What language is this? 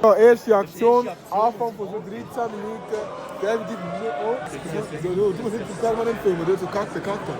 Swiss German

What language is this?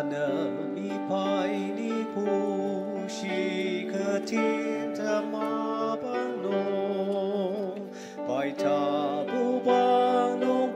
Ao Naga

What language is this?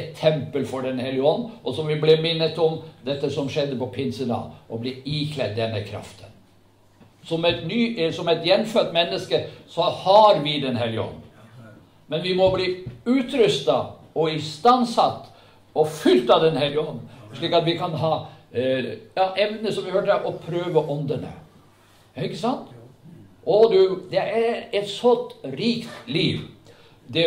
Norwegian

